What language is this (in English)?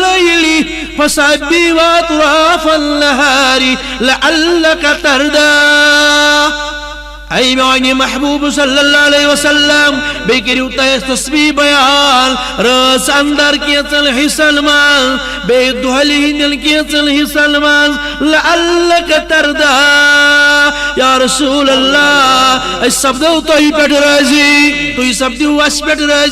Kashmiri